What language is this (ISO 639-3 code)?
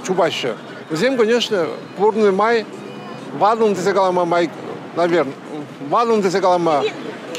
chv